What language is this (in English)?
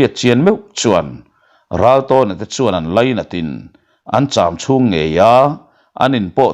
Mizo